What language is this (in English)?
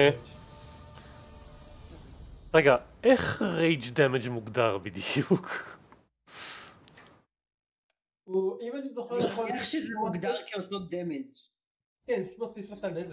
Hebrew